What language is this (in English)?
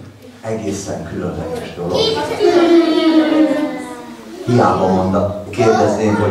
Hungarian